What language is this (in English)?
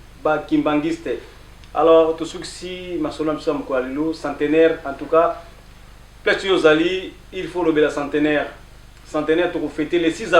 Lingala